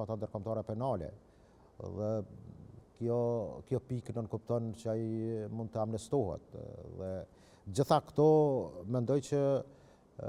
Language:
Albanian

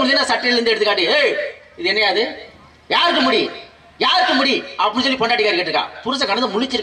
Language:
Tamil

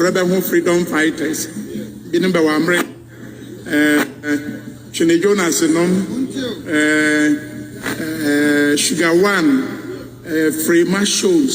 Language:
Akan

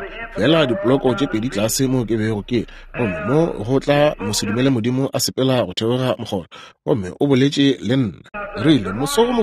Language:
Northern Sotho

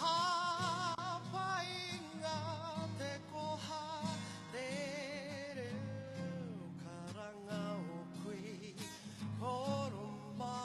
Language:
Māori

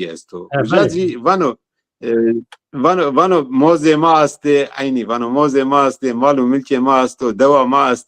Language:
Zaza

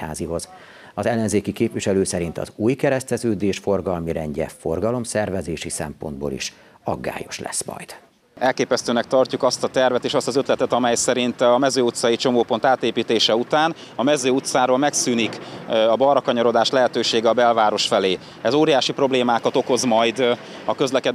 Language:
Hungarian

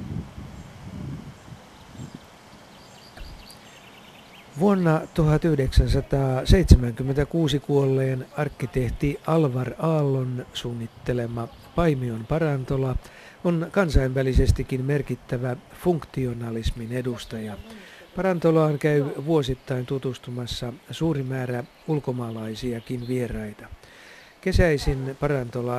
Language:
Finnish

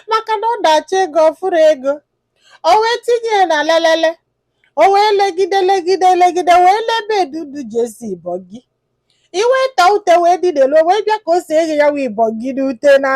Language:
Igbo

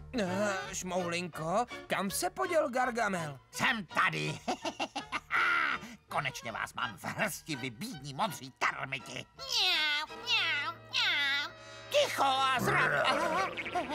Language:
Czech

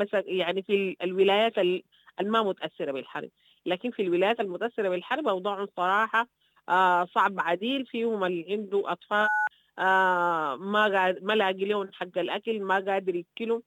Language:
Sudanese Arabic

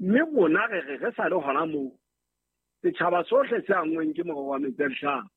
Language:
Southern Sotho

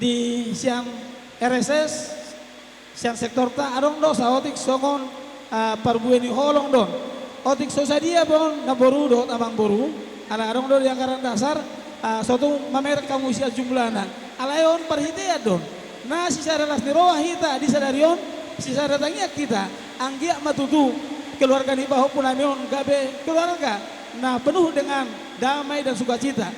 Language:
Batak Toba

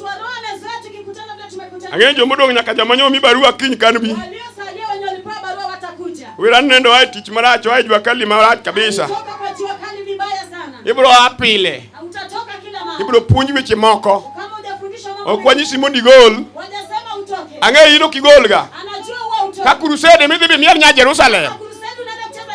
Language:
Luo (Kenya and Tanzania)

